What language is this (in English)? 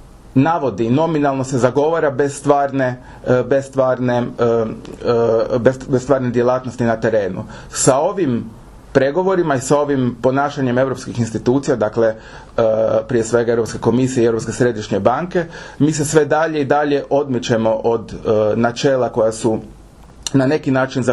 Croatian